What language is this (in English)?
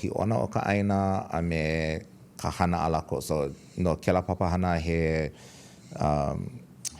Hawaiian